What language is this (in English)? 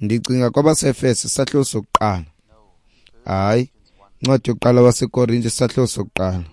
Xhosa